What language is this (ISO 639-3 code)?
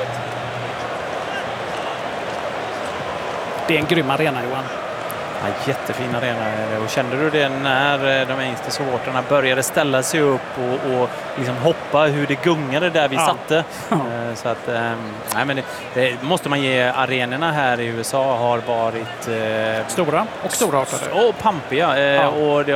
swe